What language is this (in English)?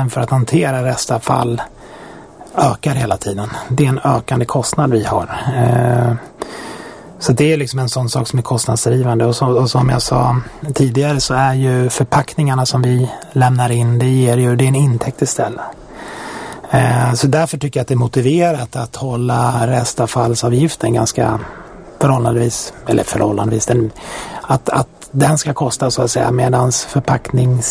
Swedish